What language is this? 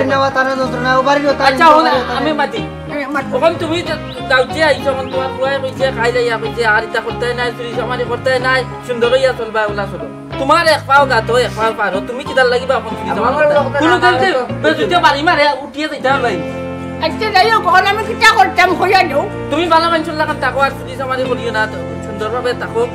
Sylheti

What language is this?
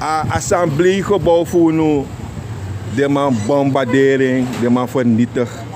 Sranan Tongo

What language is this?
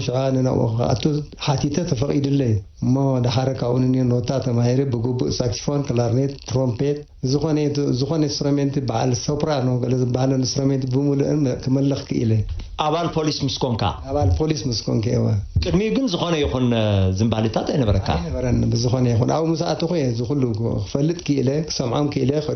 Tigrinya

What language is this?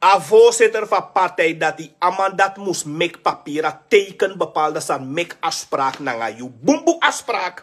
Sranan Tongo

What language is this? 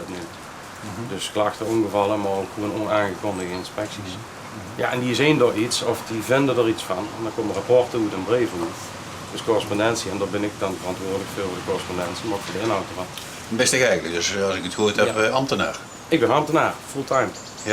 Limburgish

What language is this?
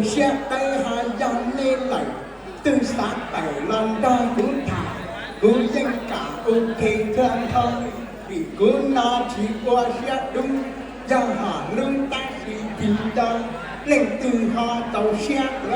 Hmong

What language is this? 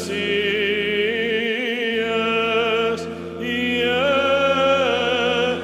Greek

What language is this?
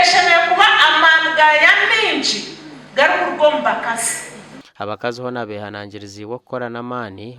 Nyankole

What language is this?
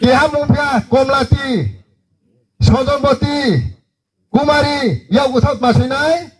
Riang (India)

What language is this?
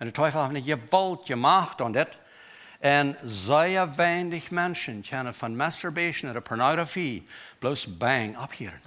Plautdietsch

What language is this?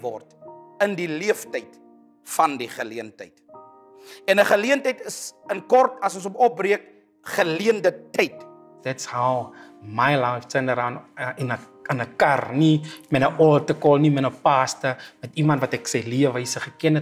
Afrikaans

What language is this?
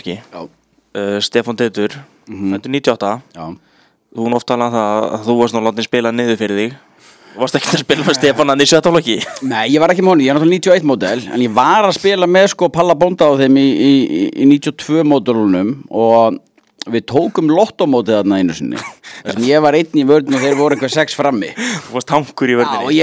Icelandic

